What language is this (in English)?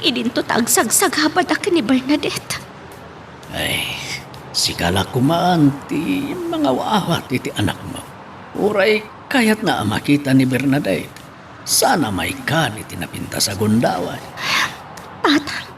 Iloko